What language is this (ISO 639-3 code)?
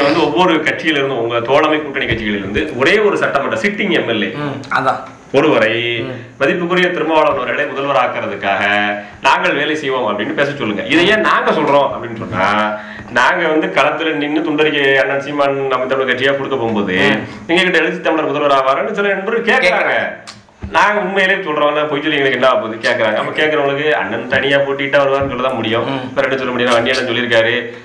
tam